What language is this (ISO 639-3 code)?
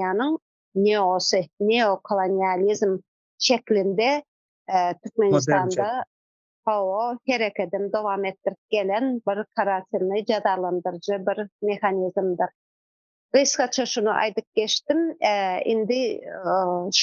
tuk